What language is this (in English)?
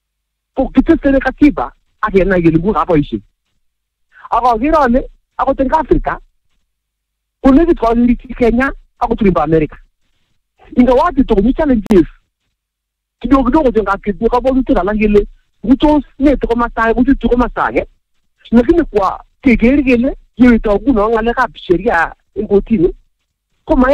Swahili